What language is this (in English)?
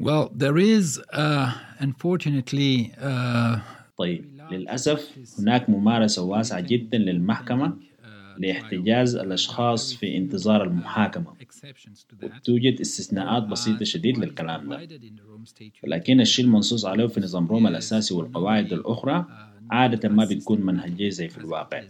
Sudanese Arabic